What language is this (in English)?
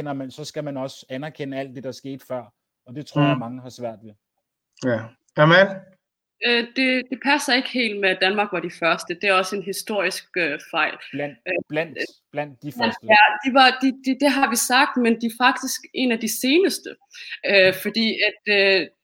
Danish